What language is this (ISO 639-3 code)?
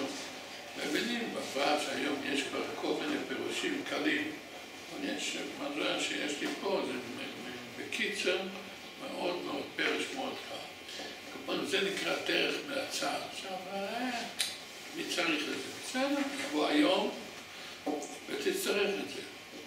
heb